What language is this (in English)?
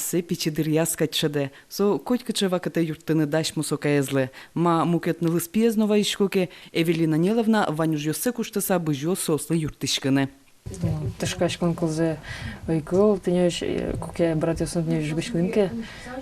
Udmurt